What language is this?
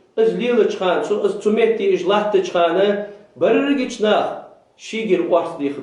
Ingush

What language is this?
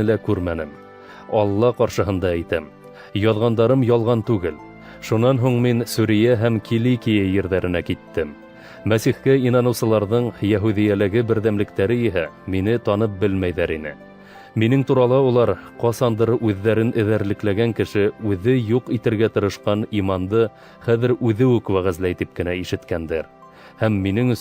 Bashkir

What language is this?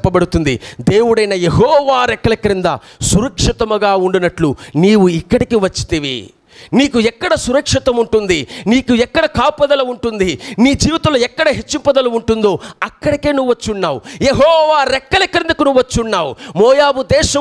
Telugu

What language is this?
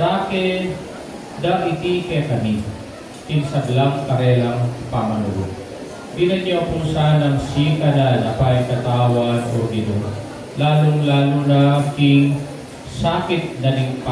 Pampanga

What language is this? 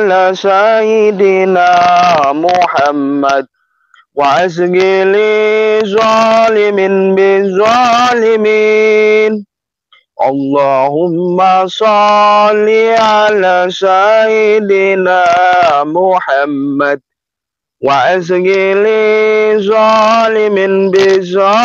Indonesian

